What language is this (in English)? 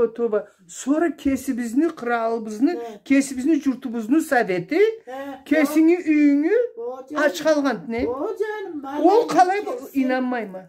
Karachay-Balkar